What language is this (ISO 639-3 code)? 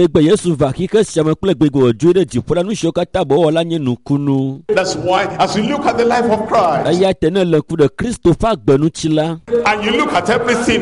ewe